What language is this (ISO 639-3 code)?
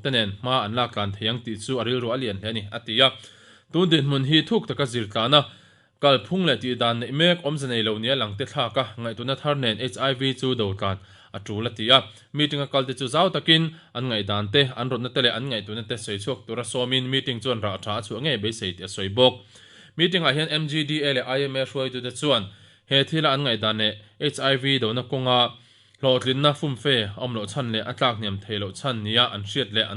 lus